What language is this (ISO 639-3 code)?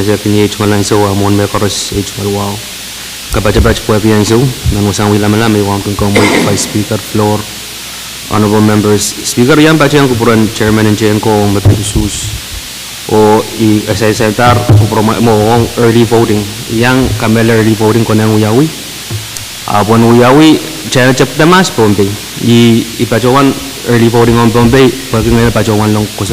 pon